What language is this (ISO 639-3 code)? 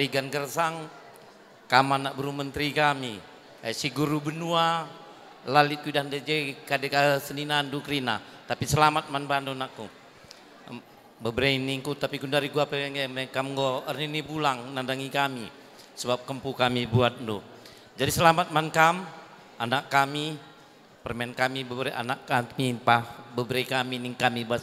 btx